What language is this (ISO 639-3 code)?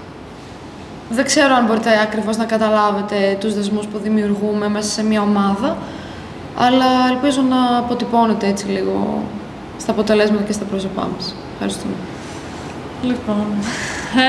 ell